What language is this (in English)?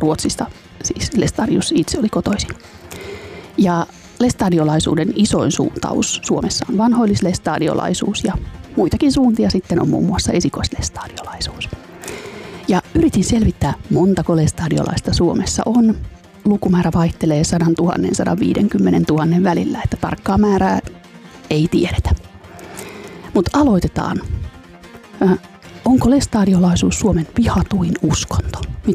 Finnish